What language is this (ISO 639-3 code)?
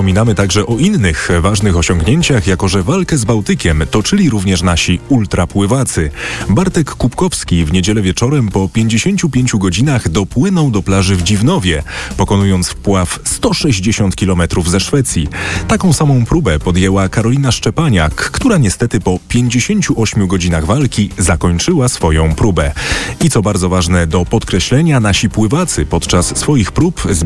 pol